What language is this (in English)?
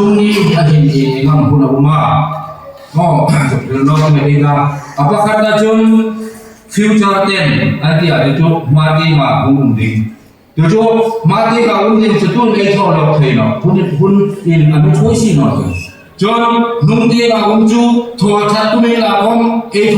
Hmar